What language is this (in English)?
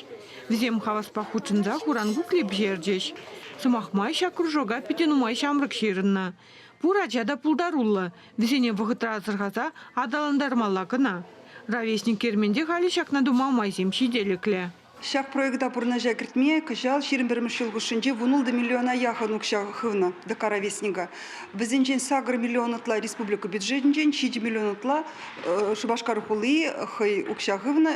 Chuvash